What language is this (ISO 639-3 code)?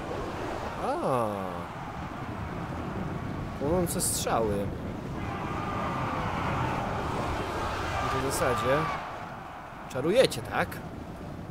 pol